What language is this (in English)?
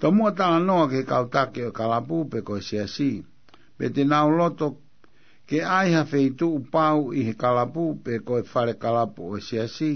Tongan